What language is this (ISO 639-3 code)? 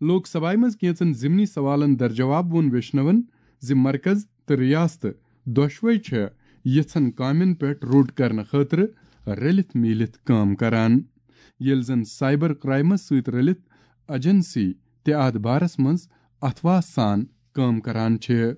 kas